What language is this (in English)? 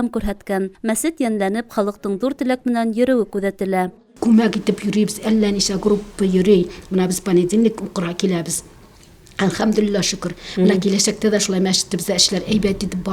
Bashkir